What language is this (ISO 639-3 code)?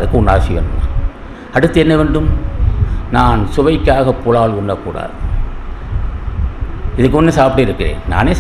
tam